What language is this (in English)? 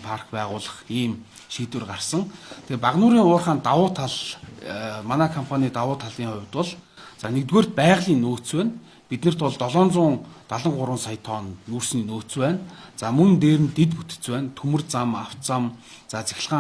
Mongolian